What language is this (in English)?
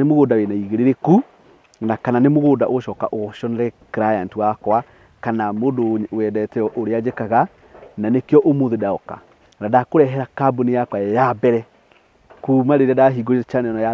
Kikuyu